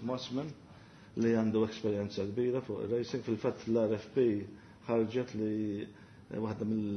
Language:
Maltese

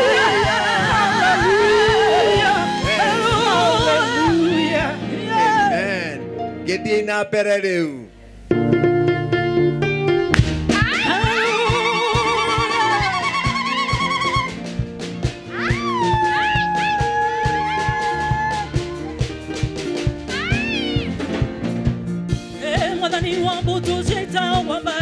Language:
Kikuyu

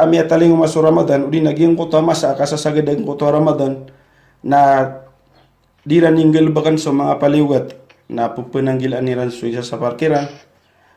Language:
Maranao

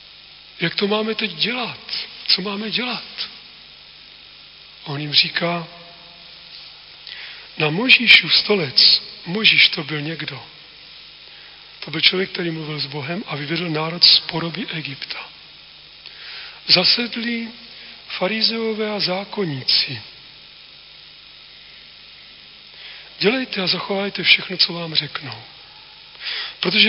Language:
Czech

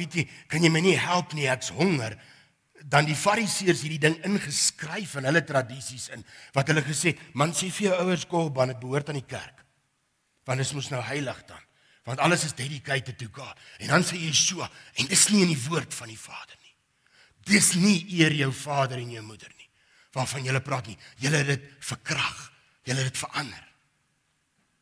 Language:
Afrikaans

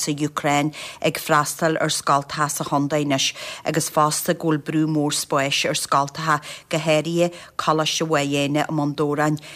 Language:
Irish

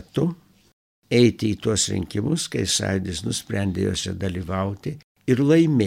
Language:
Lithuanian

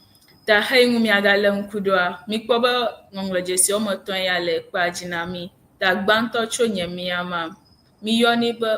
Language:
Ewe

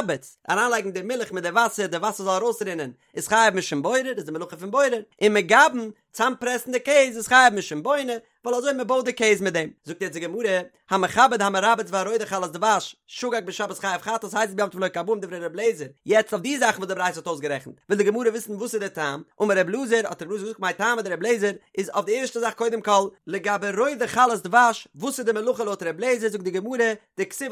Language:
Yiddish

